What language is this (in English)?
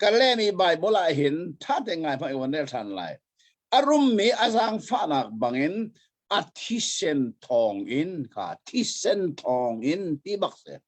Hakha Chin